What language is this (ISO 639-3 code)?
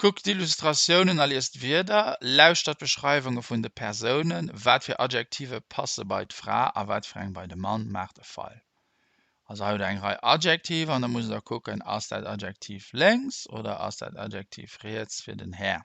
ltz